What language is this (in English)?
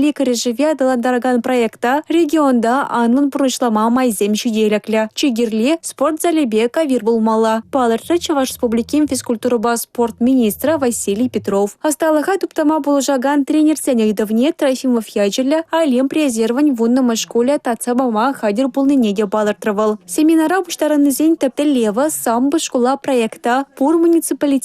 Chuvash